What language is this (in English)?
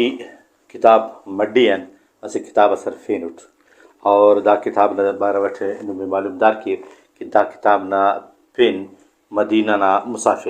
Brahui